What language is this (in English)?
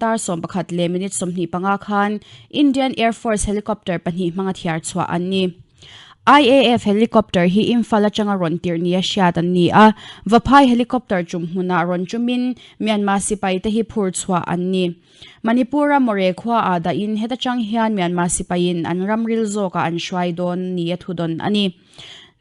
Mizo